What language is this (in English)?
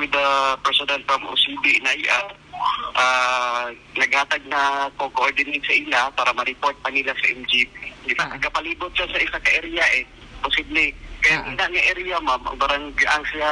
Hiligaynon